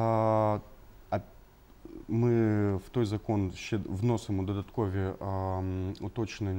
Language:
Ukrainian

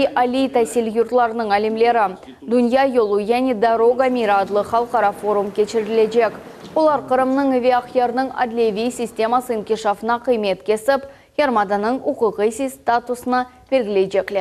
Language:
Crimean Tatar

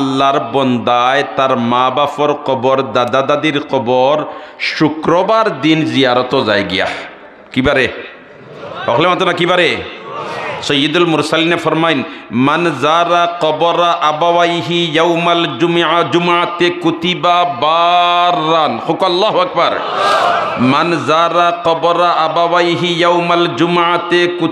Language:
Sylheti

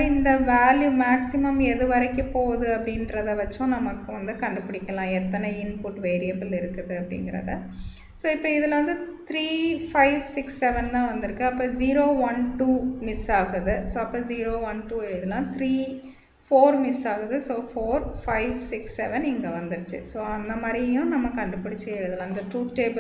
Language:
Tamil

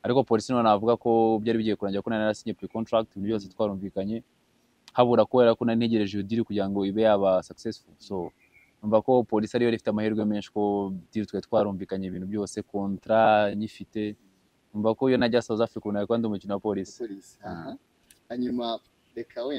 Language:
Kinyarwanda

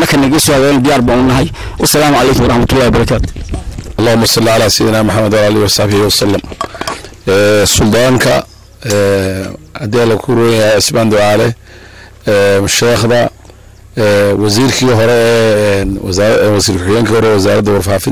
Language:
Somali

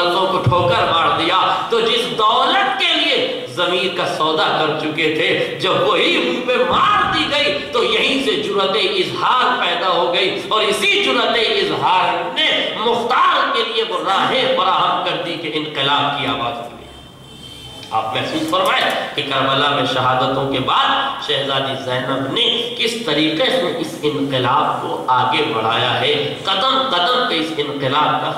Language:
Urdu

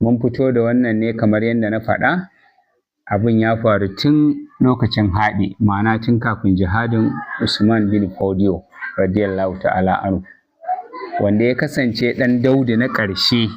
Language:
Hausa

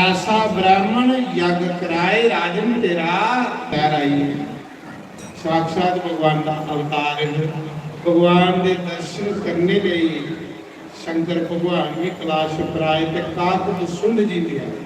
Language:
Dogri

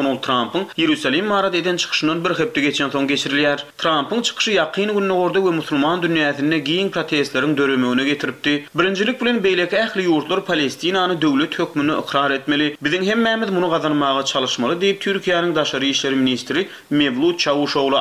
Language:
Turkmen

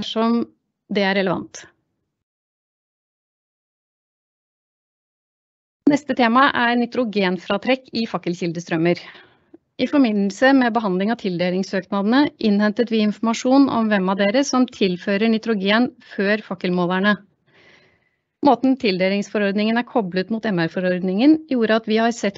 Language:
Norwegian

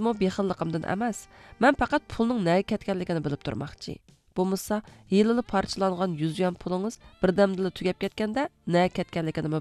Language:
Uyghur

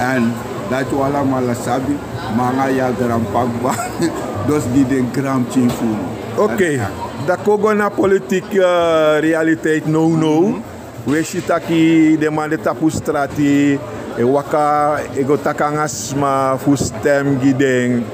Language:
Sranan Tongo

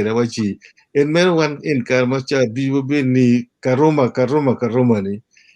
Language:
Acoli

